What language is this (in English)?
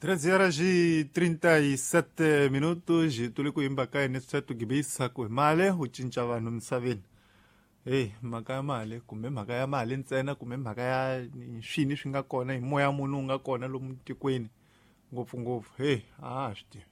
Tsonga